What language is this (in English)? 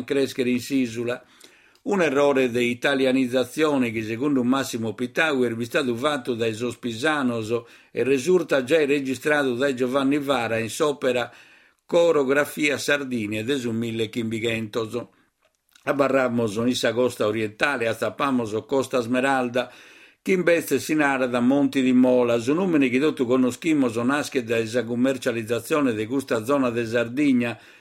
Sardinian